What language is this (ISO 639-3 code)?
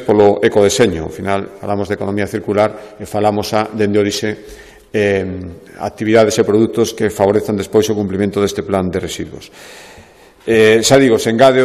glg